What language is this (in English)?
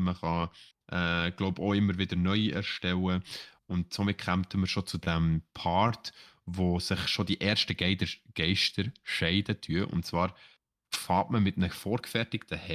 Swiss German